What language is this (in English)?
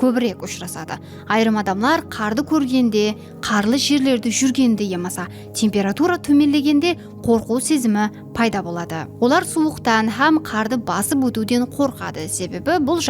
Kara-Kalpak